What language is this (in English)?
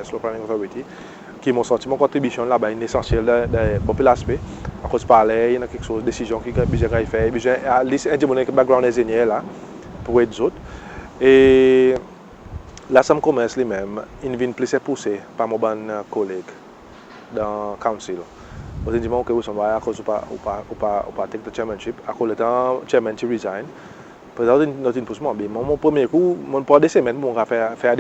Seselwa Creole French